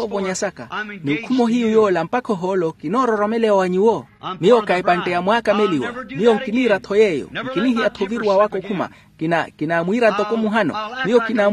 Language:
Makhuwa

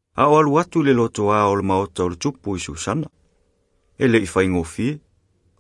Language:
Samoan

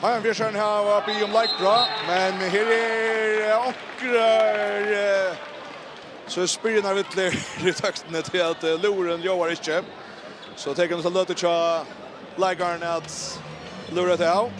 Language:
Faroese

